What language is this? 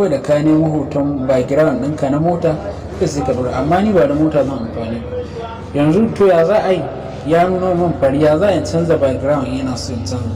Hausa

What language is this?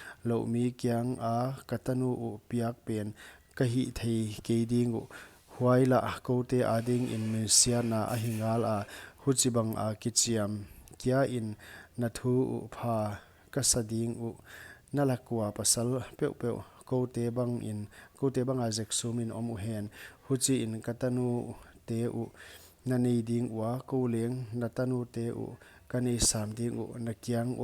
Paite Chin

